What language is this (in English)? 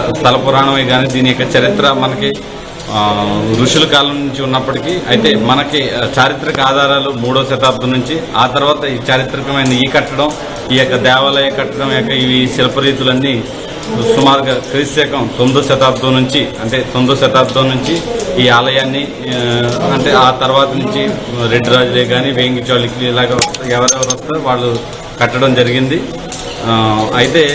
Telugu